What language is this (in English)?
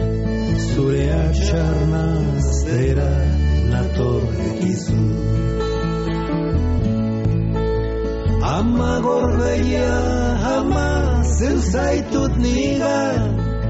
Basque